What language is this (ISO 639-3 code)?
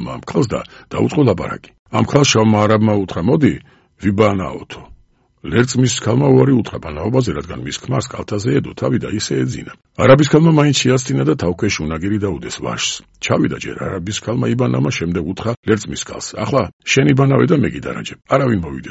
kat